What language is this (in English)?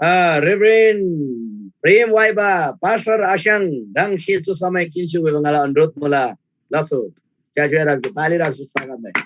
Eastern Tamang